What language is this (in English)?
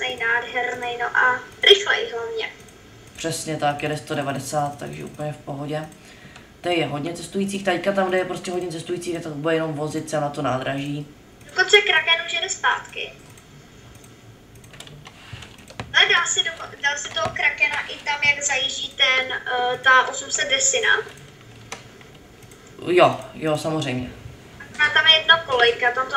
Czech